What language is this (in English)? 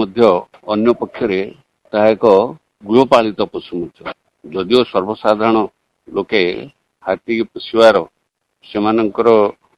Odia